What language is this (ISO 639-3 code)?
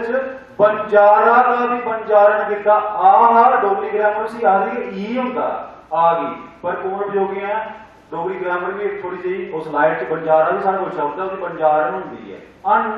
doi